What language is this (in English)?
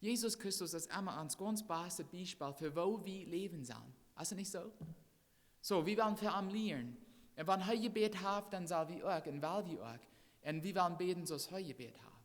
Plautdietsch